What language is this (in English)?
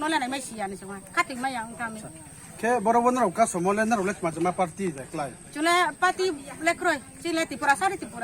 Riang (India)